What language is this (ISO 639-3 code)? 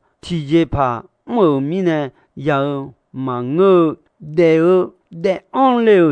ahk